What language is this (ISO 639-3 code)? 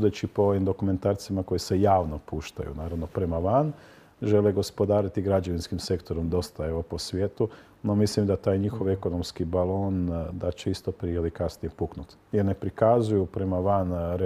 hrv